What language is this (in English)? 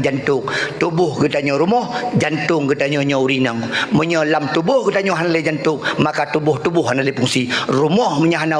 Achinese